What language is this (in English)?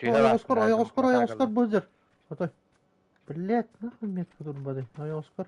Yakut